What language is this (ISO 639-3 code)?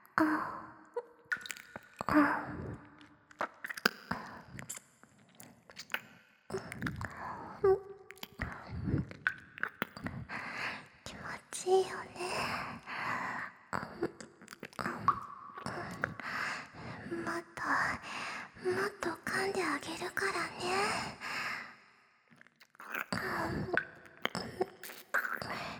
jpn